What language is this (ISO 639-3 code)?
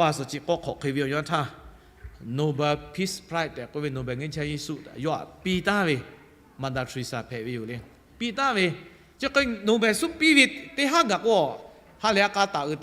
lhu